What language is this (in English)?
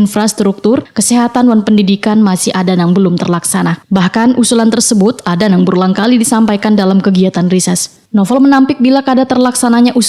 Banjar